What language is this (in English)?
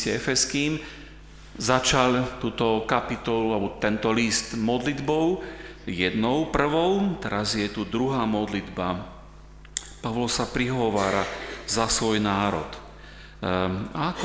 Slovak